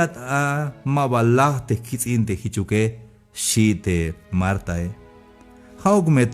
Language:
Tzeltal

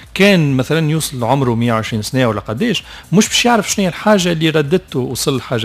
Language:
Tunisian Arabic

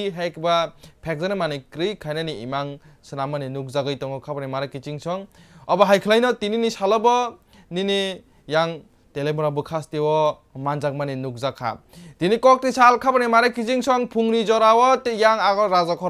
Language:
Kok Borok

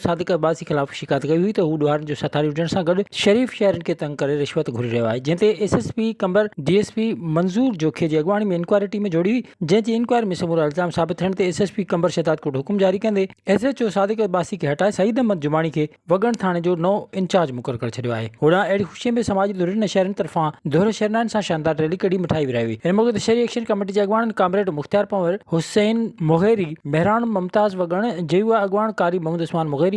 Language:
Sindhi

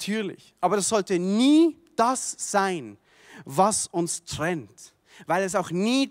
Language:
Swiss German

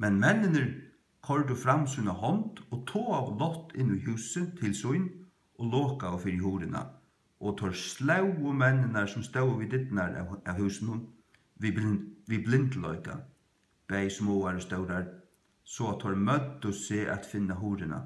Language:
Faroese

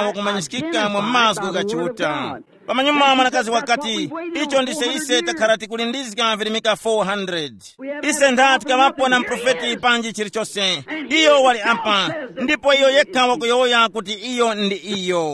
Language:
Tumbuka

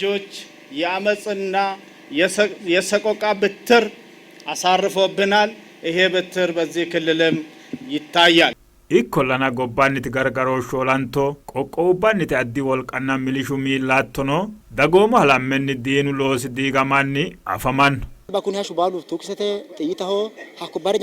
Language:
Sidamo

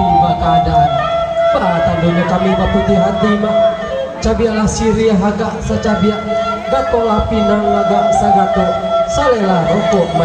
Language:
Minangkabau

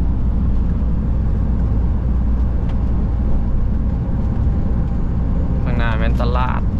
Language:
Lao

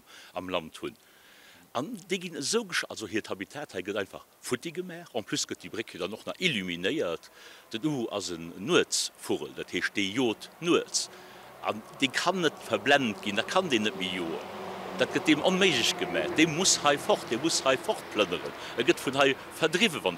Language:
Luxembourgish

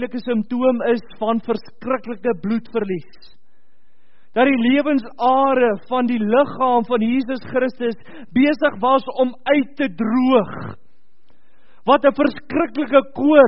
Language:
Afrikaans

